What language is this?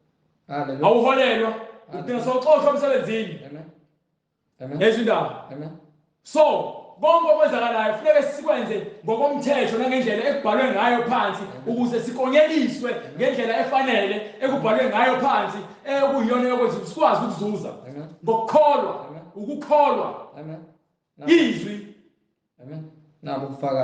Zulu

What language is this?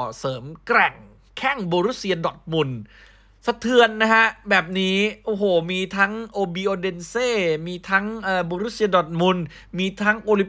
Thai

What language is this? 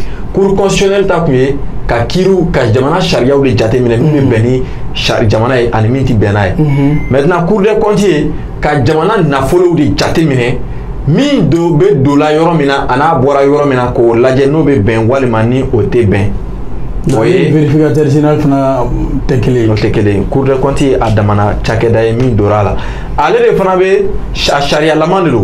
Bambara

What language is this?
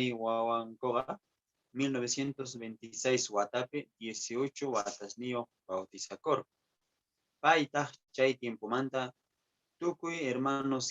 Quechua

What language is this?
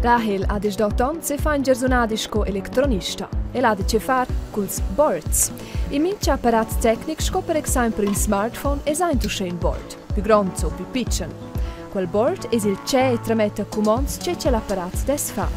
Romansh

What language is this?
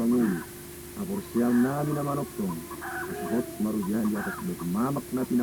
Batak Toba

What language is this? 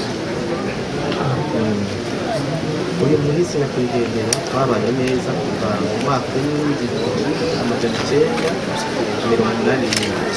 Rundi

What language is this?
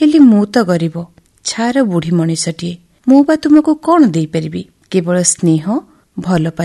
Odia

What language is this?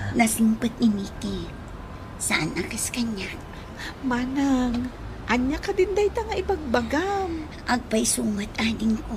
Iloko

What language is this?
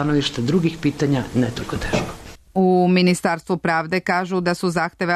Serbian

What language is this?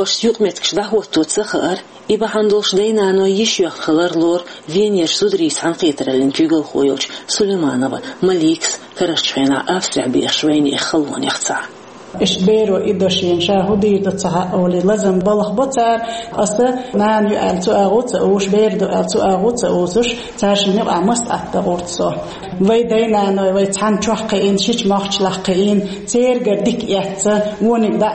Chechen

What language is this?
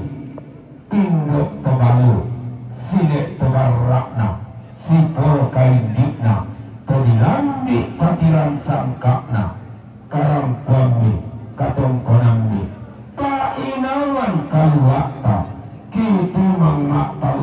Toraja-Sa'dan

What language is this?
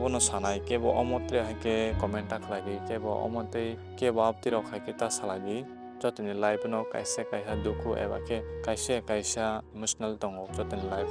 Kok Borok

